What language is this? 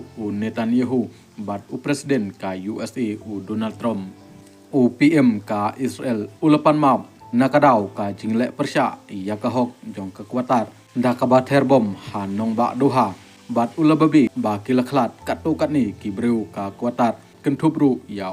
Khasi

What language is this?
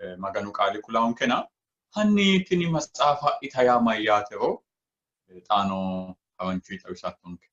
Sidamo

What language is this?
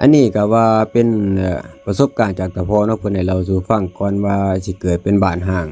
Northeastern Thai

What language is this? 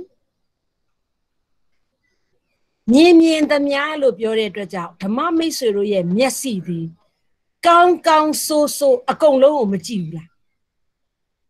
Burmese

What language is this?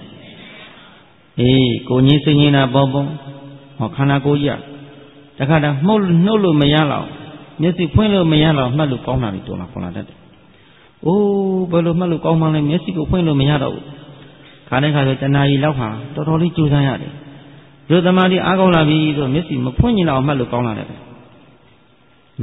Burmese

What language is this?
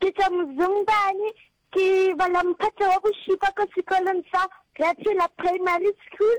Northern Sotho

